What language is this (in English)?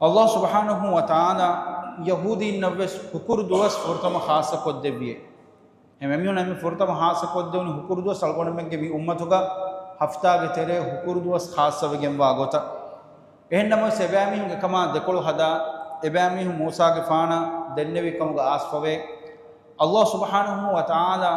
Divehi